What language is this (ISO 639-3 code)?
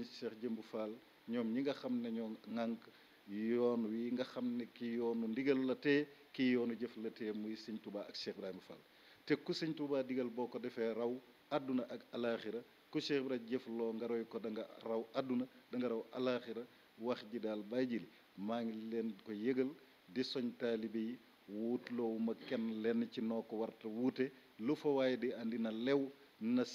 wol